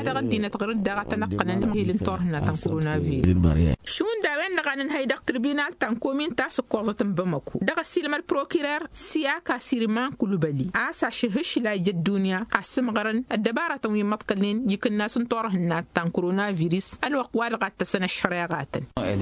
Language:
Tamasheq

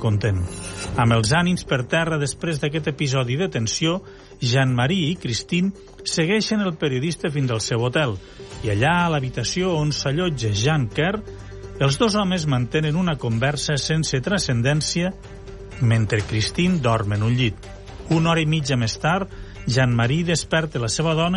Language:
Catalan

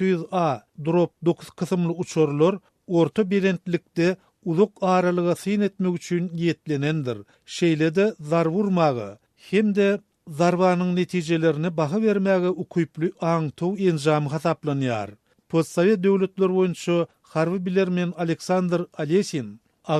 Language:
Turkmen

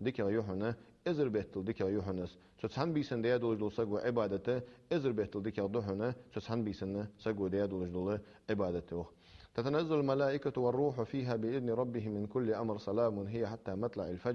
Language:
Ingush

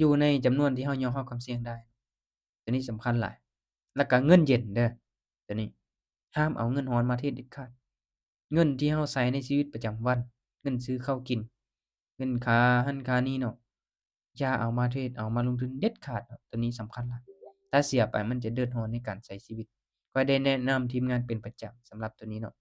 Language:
Lao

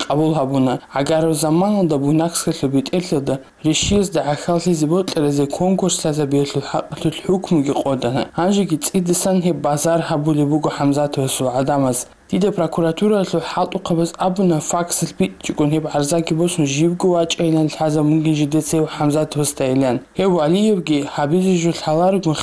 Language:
Avaric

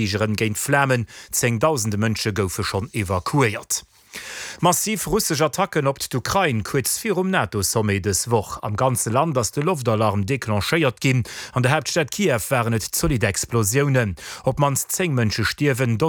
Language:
Luxembourgish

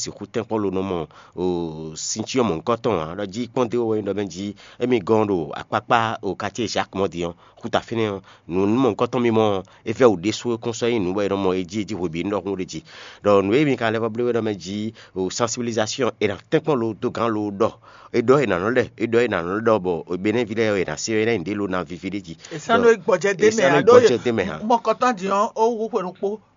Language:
Fon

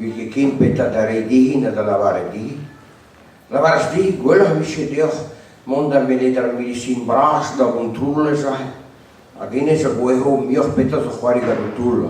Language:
Breton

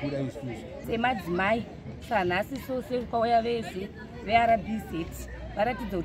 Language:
Shona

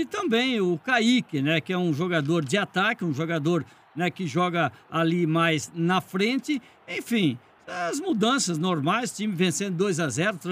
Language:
Portuguese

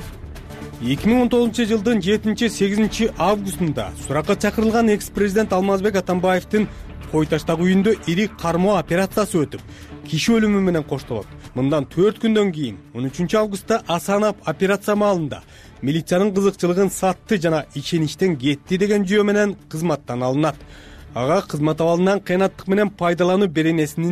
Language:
Kyrgyz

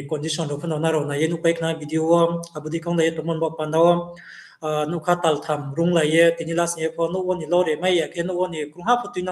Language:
Riang (India)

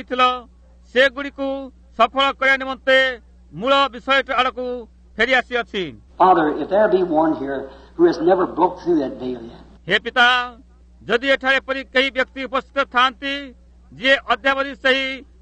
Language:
Odia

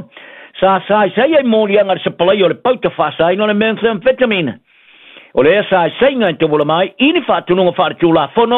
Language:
Samoan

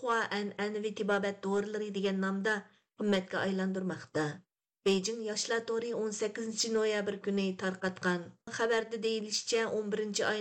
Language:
Uyghur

